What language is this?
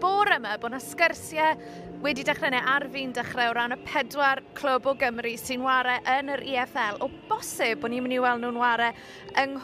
Welsh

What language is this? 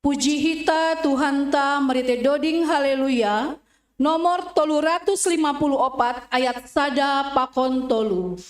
Batak Simalungun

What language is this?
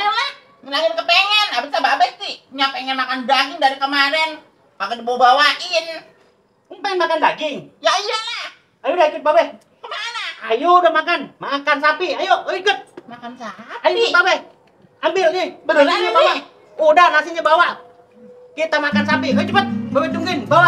Betawi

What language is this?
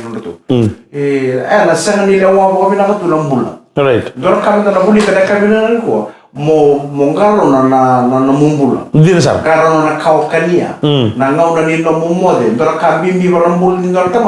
Fijian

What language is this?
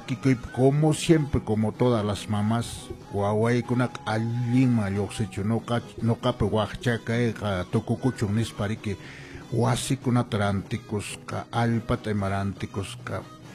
Quechua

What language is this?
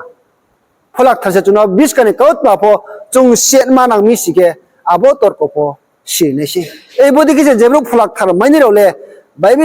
Riang (India)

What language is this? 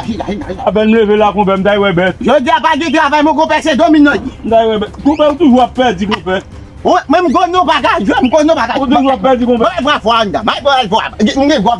Haitian Creole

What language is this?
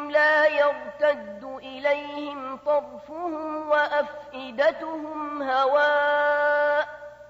Arabic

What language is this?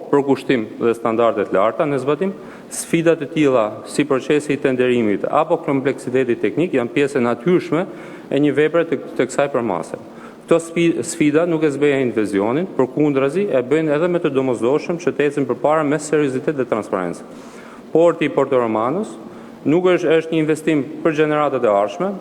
Albanian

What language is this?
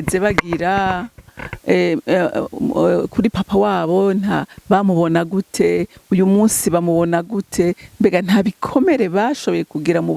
Rundi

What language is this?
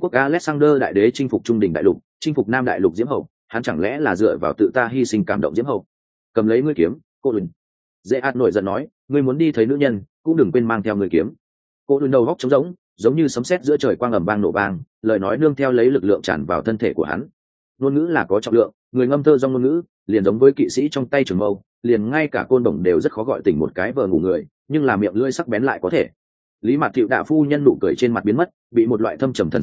Vietnamese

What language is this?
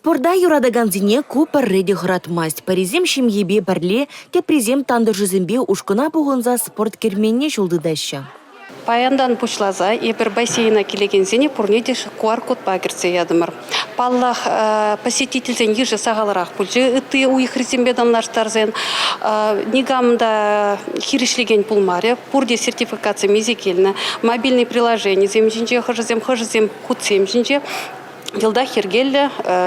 Chuvash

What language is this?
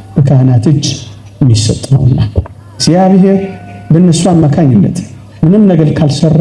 Amharic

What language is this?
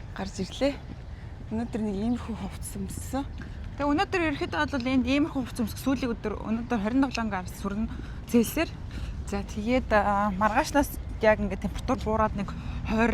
Mongolian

